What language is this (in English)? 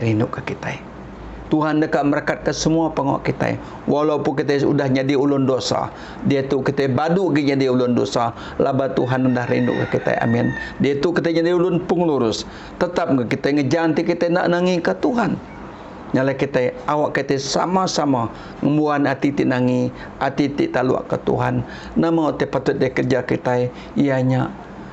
Iban